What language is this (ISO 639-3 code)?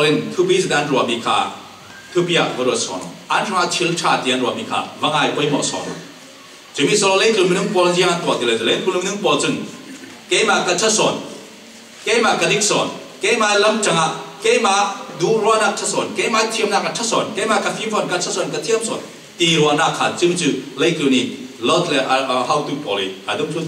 cfm